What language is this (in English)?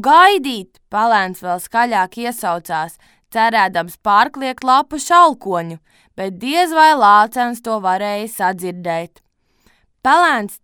Latvian